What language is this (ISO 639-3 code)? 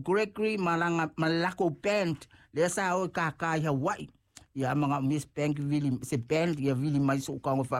smo